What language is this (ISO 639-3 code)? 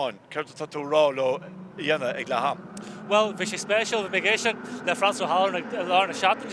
gle